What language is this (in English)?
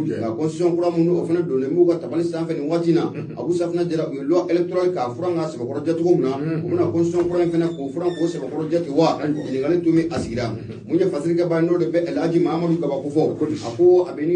Bambara